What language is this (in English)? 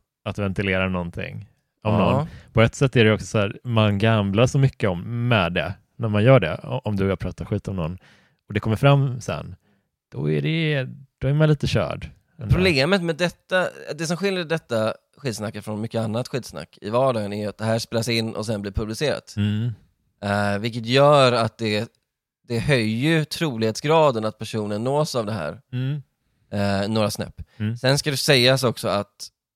Swedish